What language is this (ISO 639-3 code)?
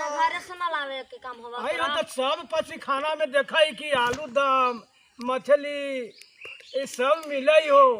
mag